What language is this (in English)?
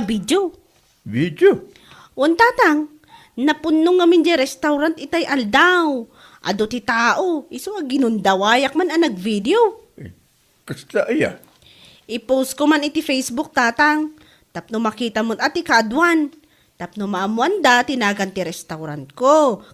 Iloko